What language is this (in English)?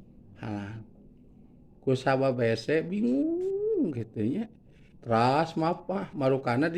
Sundanese